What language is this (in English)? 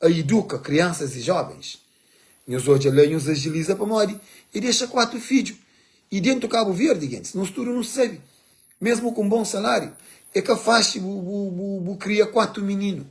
Kabuverdianu